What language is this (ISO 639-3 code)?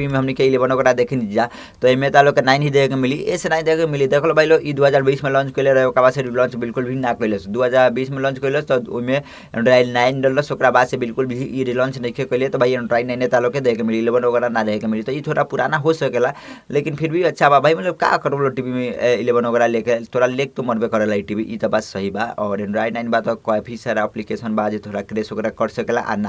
bho